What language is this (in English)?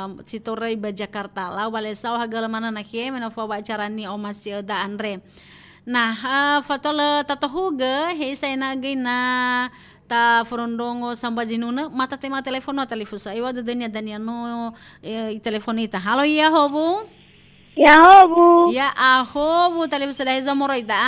Nias